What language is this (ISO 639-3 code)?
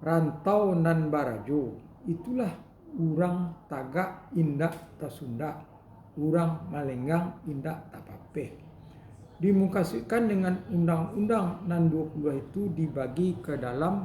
min